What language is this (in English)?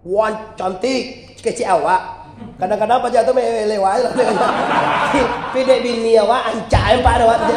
Minangkabau